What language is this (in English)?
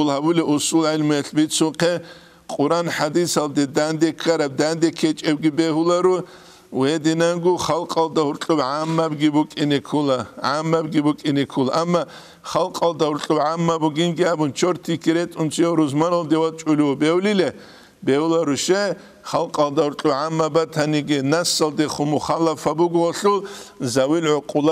Avaric